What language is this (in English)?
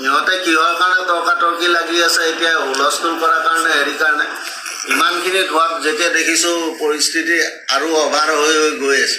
Assamese